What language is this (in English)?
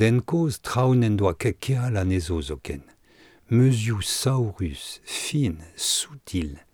Breton